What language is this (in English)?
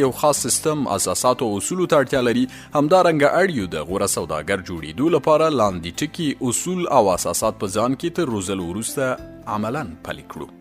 Pashto